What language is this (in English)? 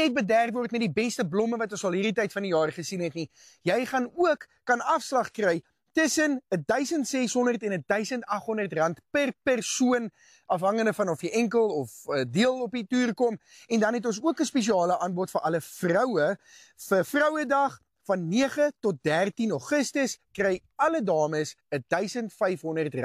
Afrikaans